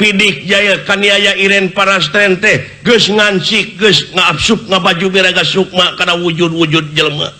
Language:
Sundanese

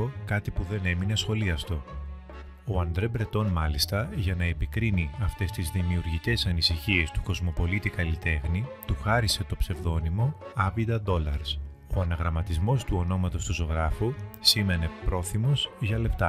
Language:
Greek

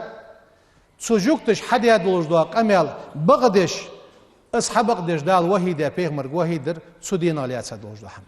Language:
Ingush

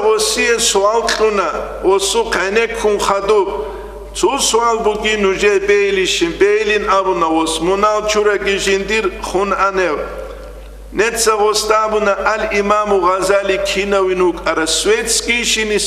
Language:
Avaric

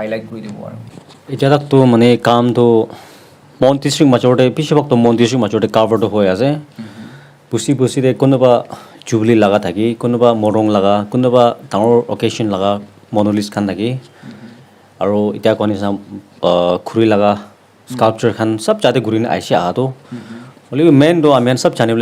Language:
Naga Pidgin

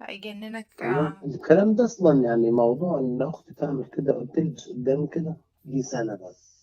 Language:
Egyptian Arabic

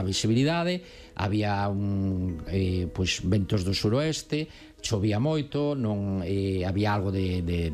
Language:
Galician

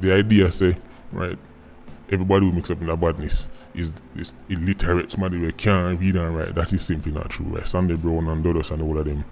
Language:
Jamaican Creole English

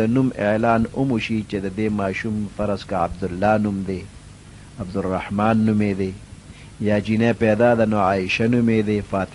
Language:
Pashto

